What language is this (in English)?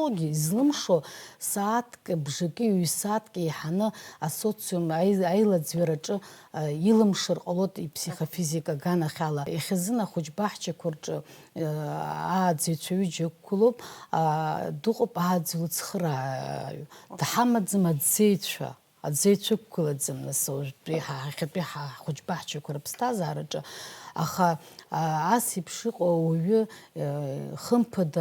Abkhazian